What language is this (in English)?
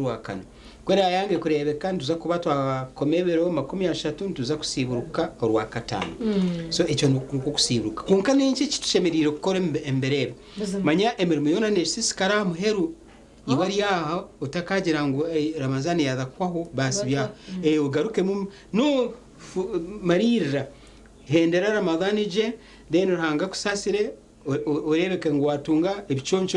Nyankole